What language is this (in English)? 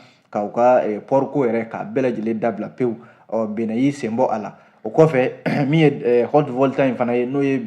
Bambara